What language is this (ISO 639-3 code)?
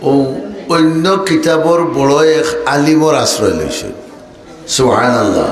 syl